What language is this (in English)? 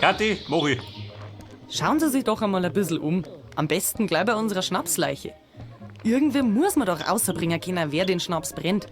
Bavarian